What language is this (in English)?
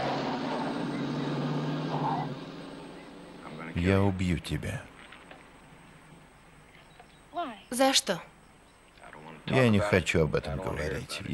Russian